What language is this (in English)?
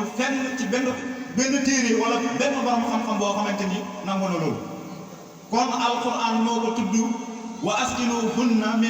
Wolof